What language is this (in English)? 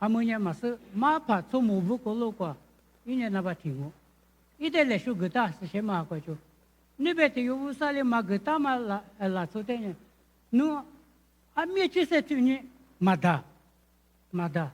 Lisu